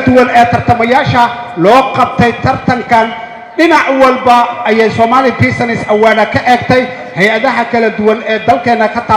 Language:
Somali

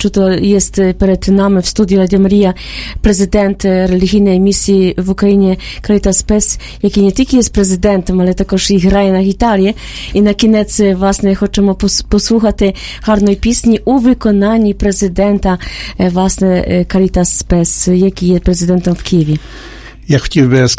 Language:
Ukrainian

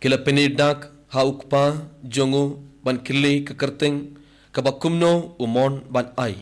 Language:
Khasi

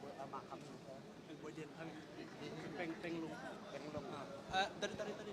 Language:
Hakha Chin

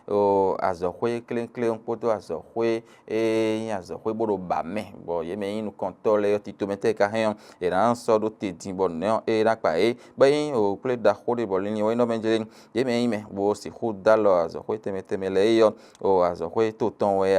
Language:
Fon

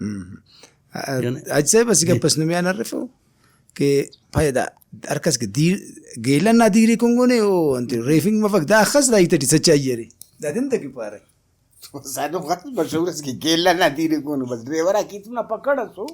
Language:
Brahui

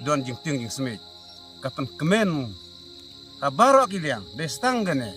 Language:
Khasi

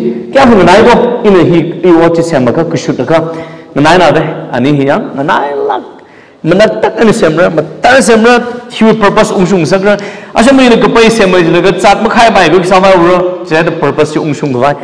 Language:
Tangkhul Naga (India)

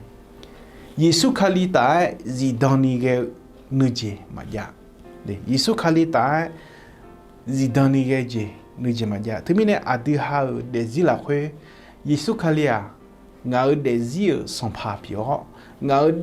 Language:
Akha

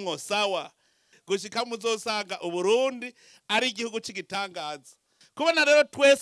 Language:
Rundi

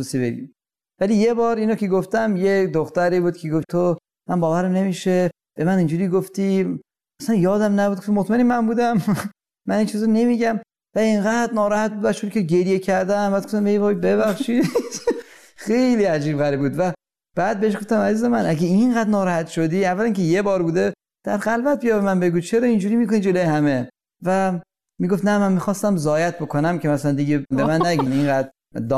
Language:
Persian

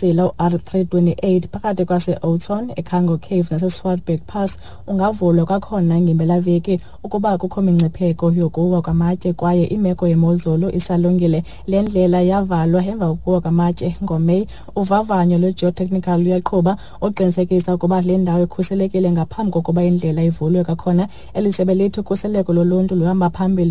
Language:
Xhosa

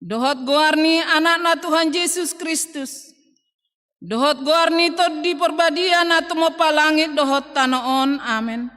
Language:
Batak Toba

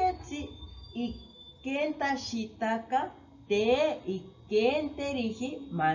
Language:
Asháninka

